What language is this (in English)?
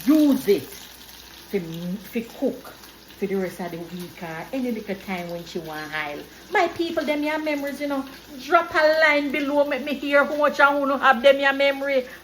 Jamaican Creole English